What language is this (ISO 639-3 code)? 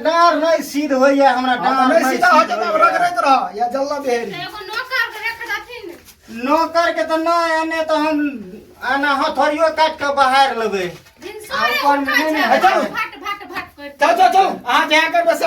mai